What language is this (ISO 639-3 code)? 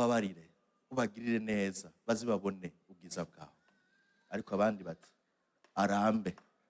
run